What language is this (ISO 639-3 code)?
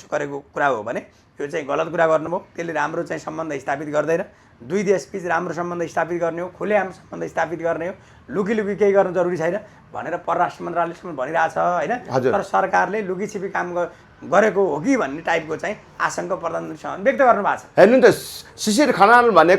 nep